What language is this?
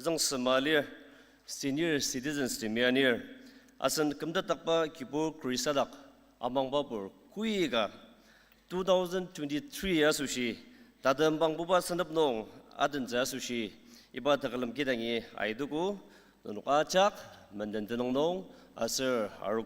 Ao Naga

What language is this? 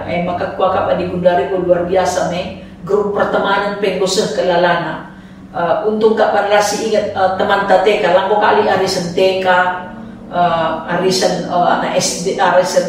Batak Karo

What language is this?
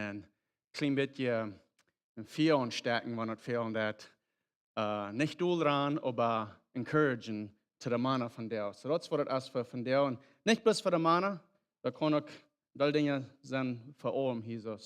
Plautdietsch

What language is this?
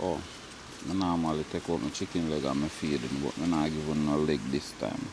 Jamaican Creole English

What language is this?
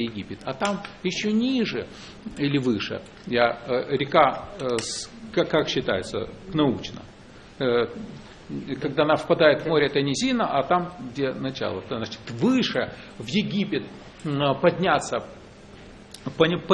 Russian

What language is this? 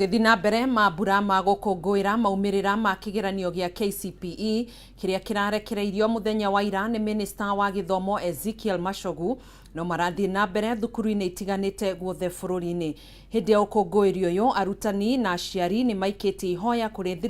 Kikuyu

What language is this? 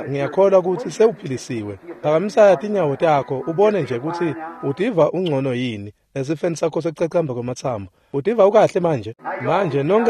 Swati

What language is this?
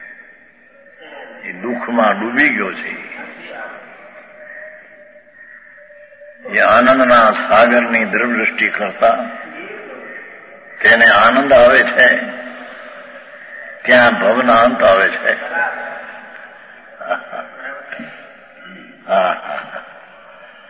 Gujarati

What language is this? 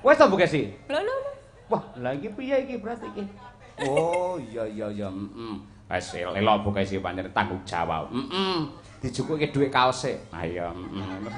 Javanese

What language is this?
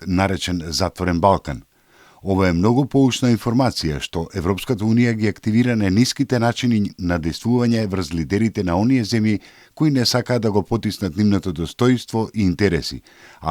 Macedonian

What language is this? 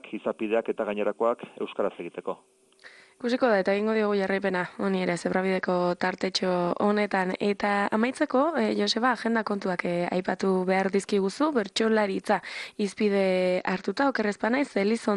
Basque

